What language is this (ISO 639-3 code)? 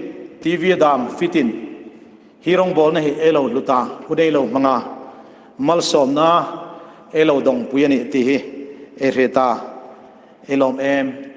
hmr